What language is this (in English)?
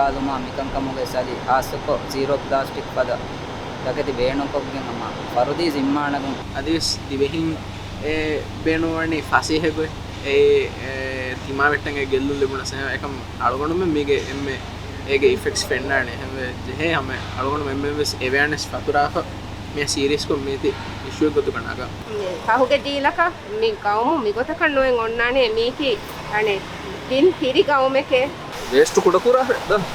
Divehi